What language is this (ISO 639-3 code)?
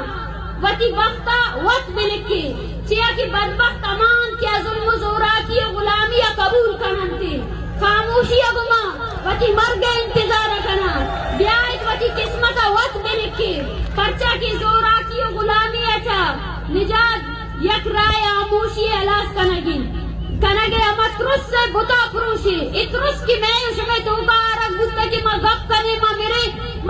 bal